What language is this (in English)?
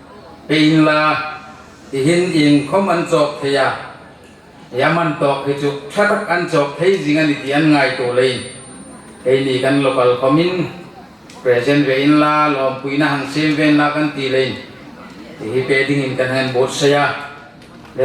Hmar